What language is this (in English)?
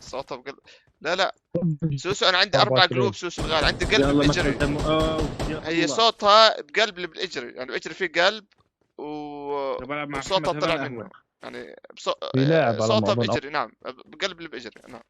North Levantine Arabic